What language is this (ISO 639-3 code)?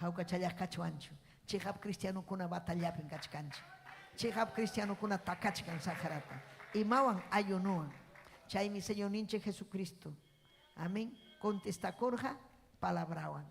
quy